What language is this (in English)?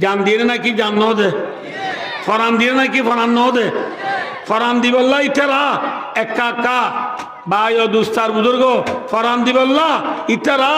Rohingya